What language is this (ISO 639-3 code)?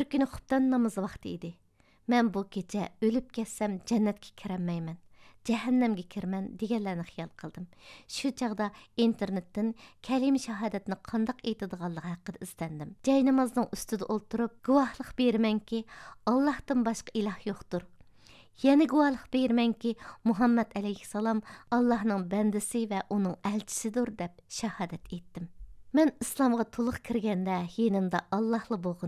uig